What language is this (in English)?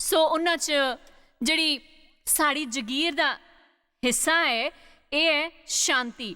Dogri